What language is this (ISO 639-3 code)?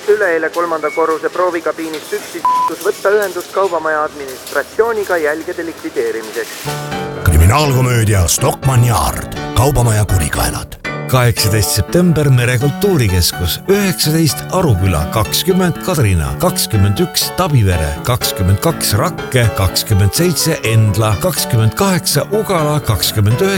est